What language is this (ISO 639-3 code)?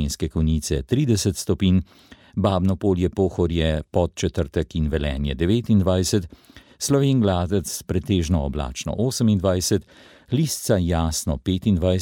slv